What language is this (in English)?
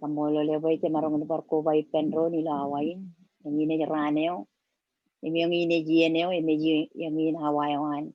Marshallese